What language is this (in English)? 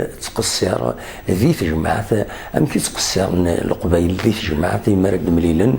Kabyle